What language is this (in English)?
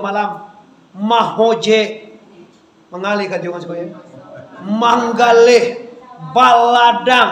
Minangkabau